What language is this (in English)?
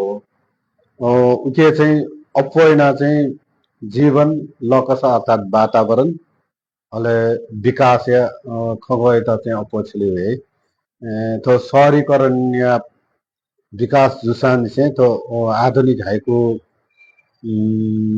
Newari